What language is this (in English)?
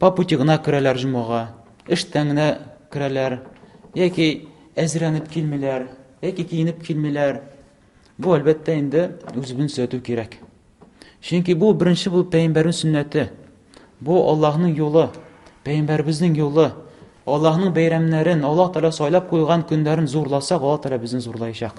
Tatar